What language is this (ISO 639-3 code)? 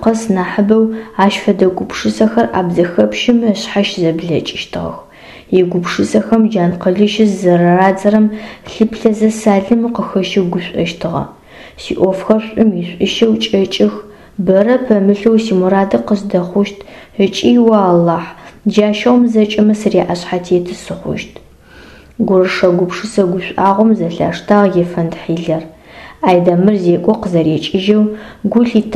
ady